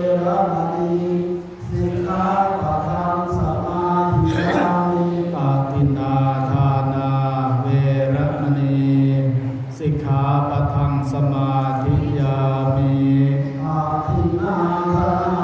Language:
Pali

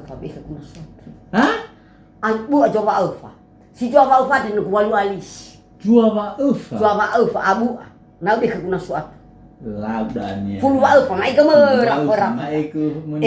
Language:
Nias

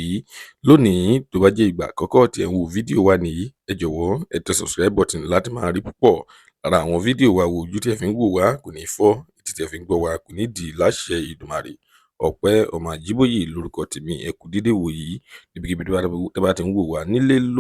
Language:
Yoruba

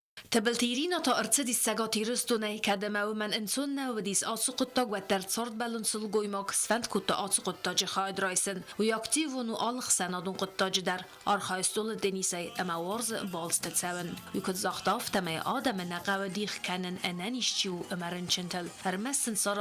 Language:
Ossetic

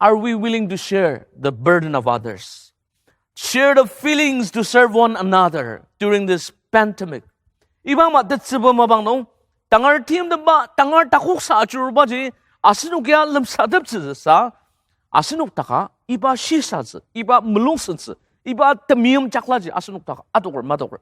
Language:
Ao Naga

